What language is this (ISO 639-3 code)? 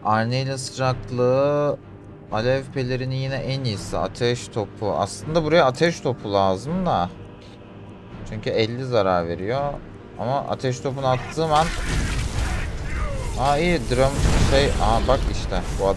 tur